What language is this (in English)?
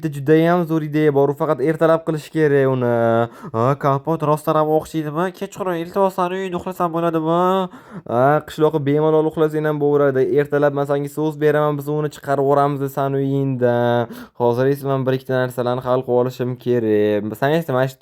Uzbek